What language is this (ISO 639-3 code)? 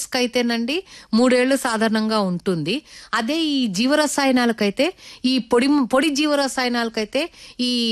tel